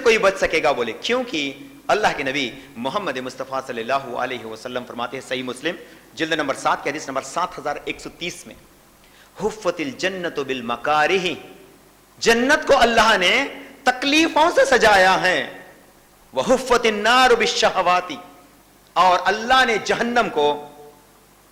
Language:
Urdu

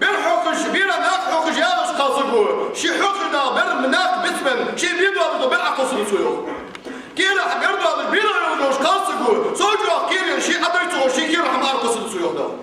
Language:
Ingush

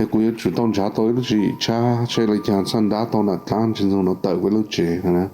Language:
Hmong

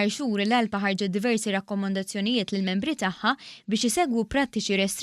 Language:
Maltese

